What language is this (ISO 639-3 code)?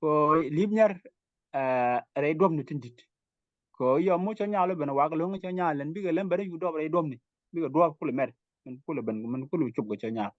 nus